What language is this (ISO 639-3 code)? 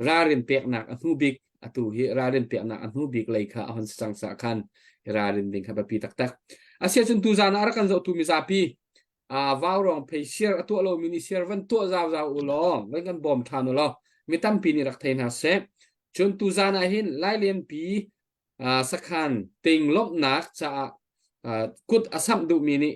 cnh